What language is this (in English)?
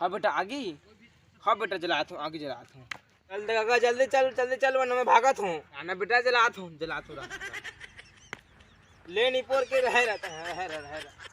Chhattisgarhi